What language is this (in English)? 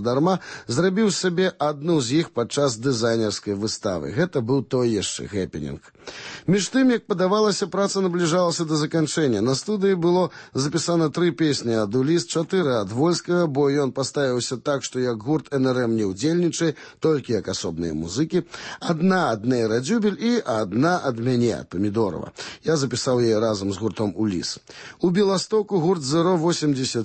Belarusian